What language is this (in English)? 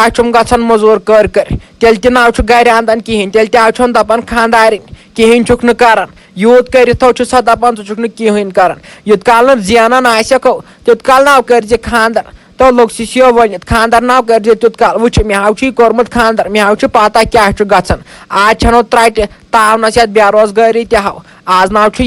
Kashmiri